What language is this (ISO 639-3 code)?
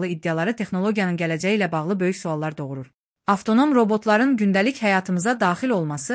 aze